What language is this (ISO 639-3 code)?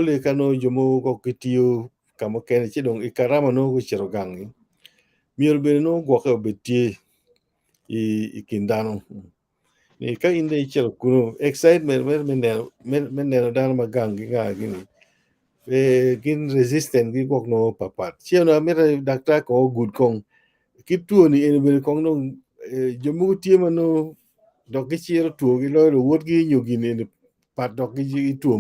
ach